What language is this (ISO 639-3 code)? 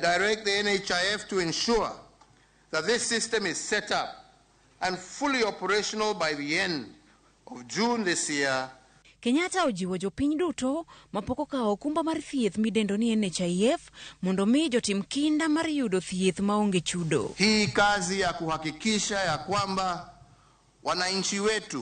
luo